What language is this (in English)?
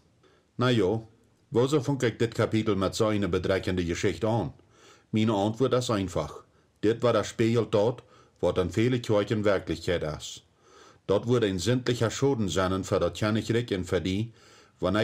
Plautdietsch